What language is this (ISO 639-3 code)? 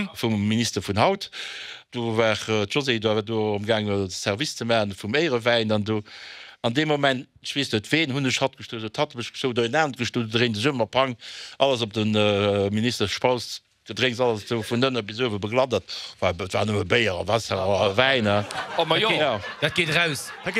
ltz